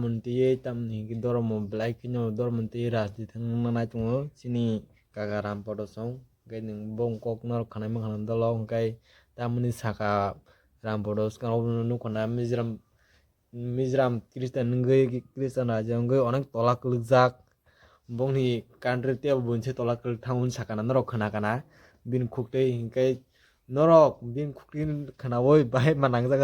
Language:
Kok Borok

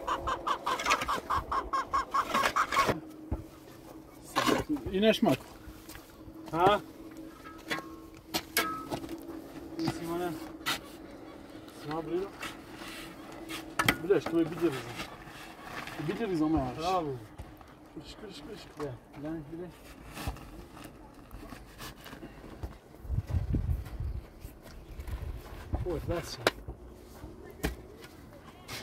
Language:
Persian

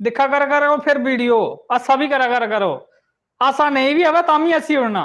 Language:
Dogri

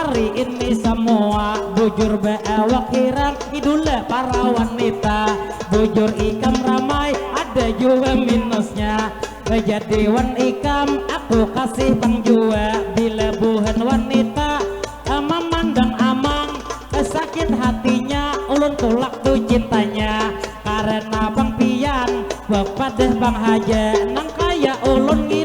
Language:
Banjar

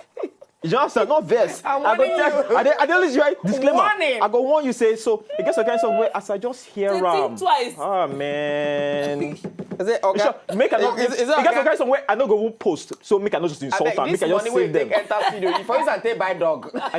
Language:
Nigerian Pidgin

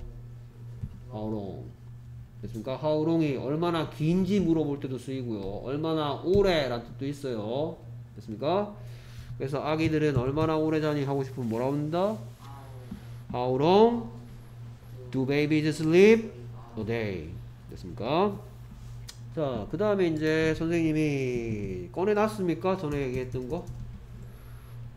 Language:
Korean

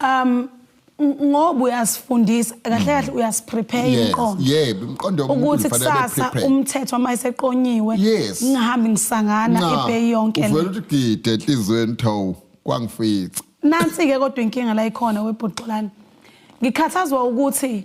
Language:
Zulu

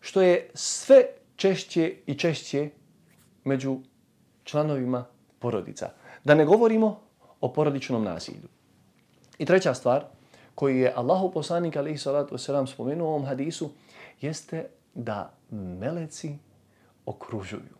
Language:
Bosnian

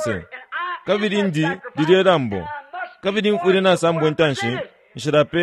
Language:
Bemba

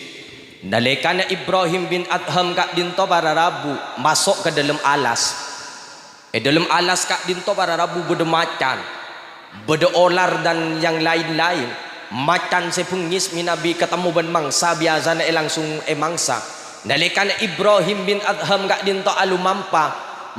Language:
Madurese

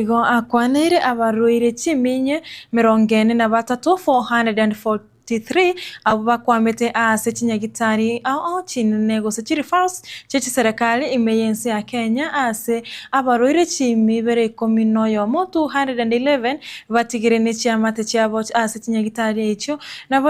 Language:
Gusii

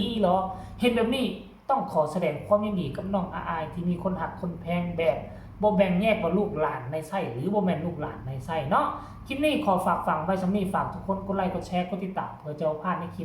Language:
Northeastern Thai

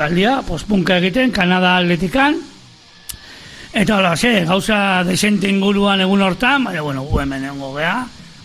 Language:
Basque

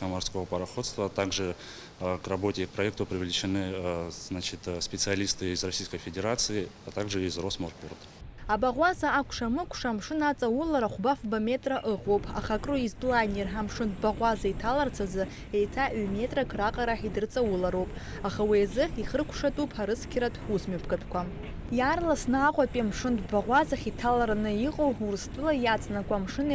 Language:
Abkhazian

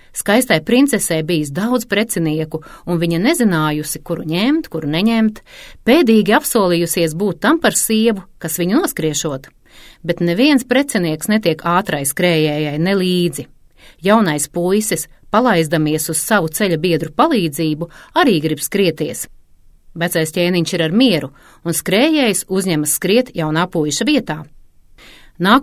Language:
Latvian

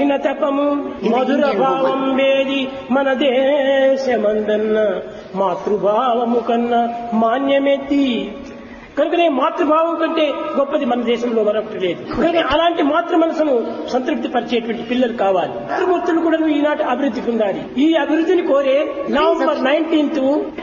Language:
Telugu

